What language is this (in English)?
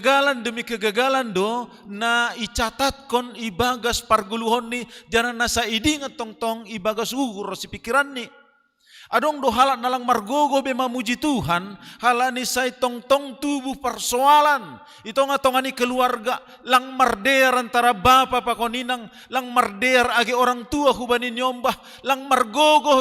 Batak Simalungun